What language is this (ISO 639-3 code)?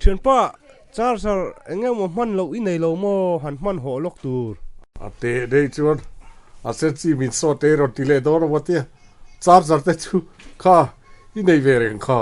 lus